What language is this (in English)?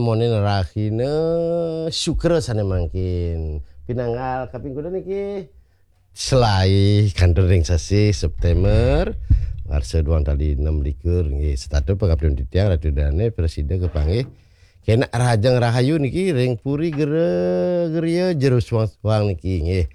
Balinese